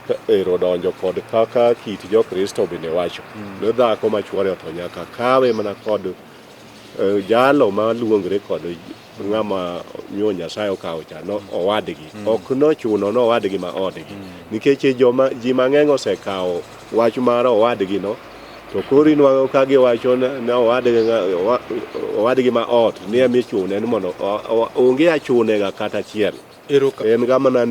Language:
Luo (Kenya and Tanzania)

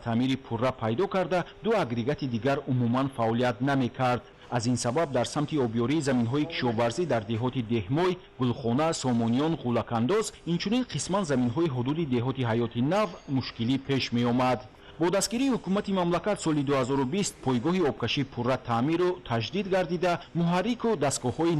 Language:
Tajik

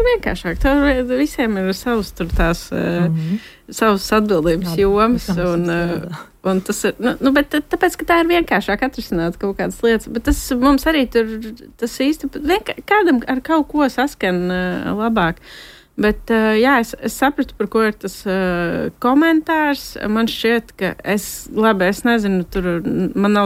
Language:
Latvian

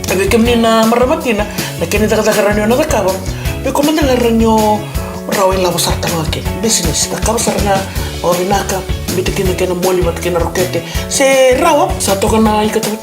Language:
Fijian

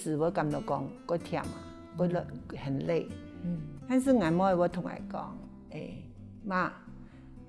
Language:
Hakka Chinese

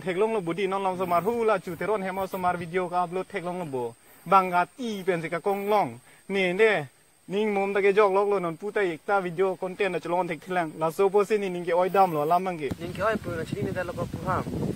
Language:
Karbi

